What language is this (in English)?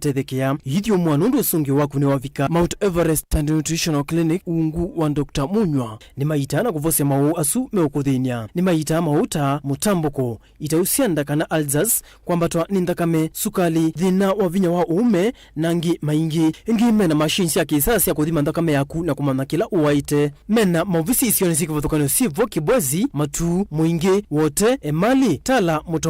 Kamba